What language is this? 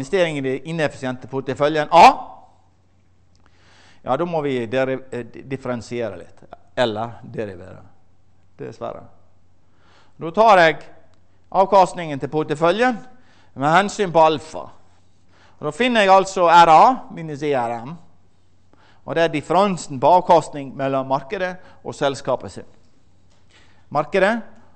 Norwegian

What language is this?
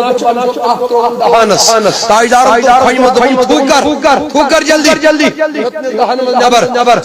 Kashmiri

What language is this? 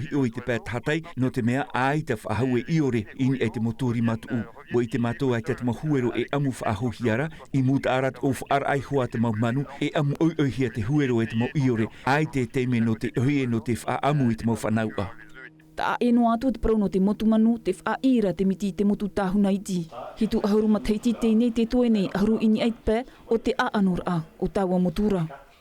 Tahitian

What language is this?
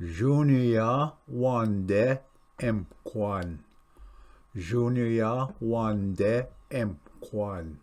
Ojibwa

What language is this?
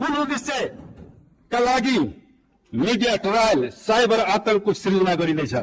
Nepali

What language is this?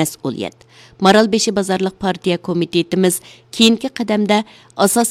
Uyghur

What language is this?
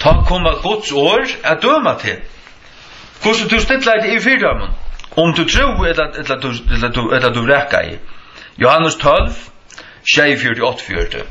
Faroese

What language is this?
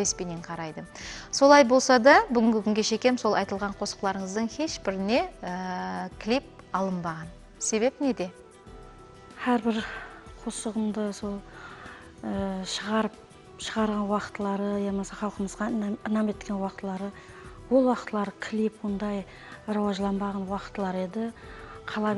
Kara-Kalpak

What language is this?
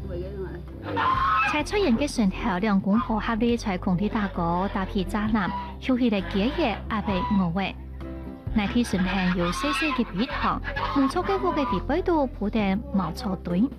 Hakka Chinese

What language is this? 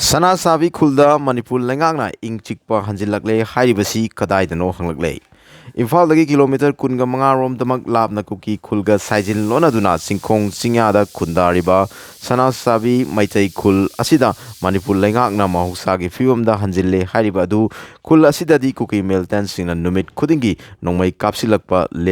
Manipuri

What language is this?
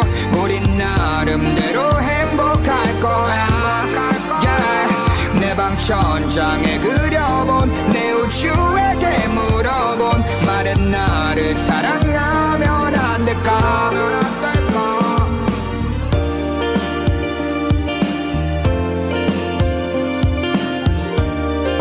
Korean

